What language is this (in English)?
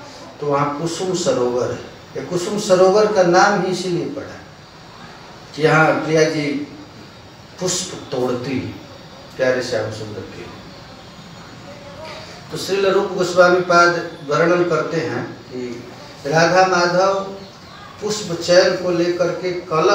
Hindi